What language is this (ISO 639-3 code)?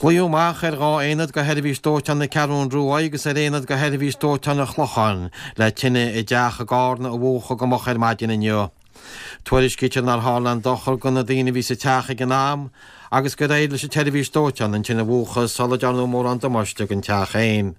gle